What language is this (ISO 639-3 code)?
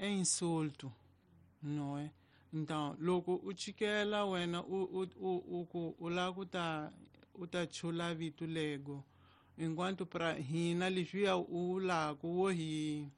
tso